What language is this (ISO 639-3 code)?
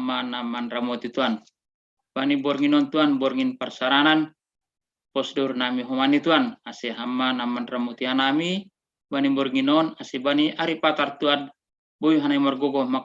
bts